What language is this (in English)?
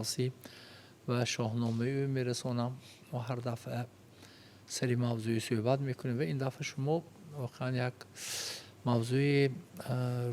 Tajik